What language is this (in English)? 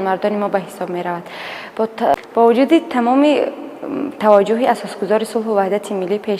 Tajik